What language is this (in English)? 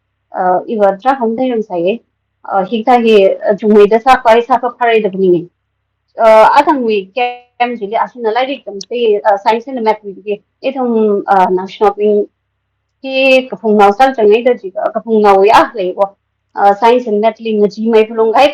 Tangkhul Naga (India)